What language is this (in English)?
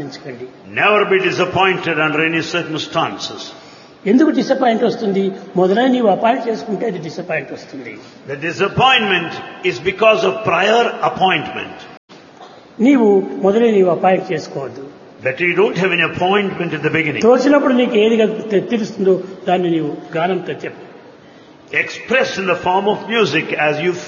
Telugu